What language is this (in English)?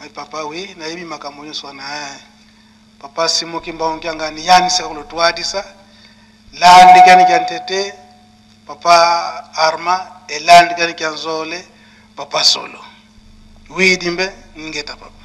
Lingala